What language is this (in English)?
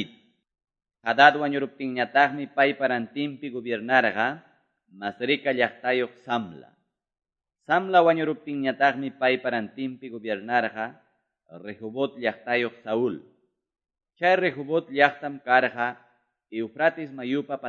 Quechua